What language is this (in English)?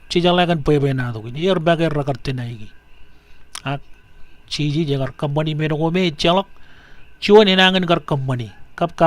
Marshallese